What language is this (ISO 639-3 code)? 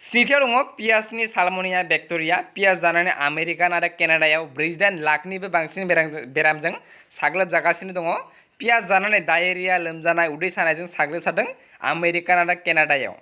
brx